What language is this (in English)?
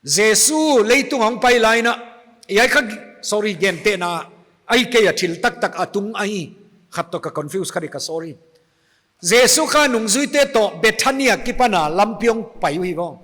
Paite Chin